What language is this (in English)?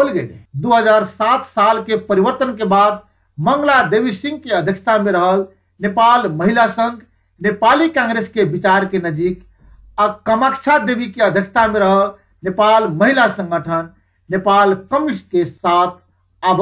Bhojpuri